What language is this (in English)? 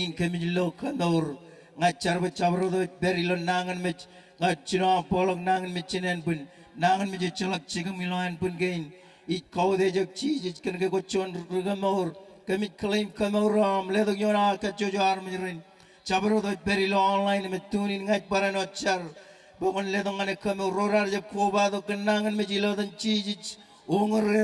Marshallese